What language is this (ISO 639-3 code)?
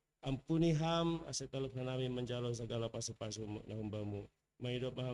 bts